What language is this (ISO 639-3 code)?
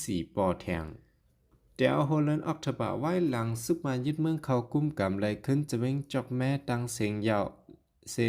shn